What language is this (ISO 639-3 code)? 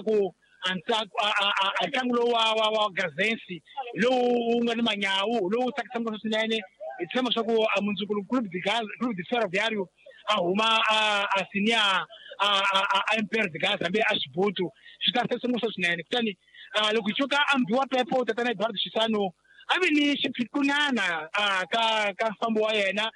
tso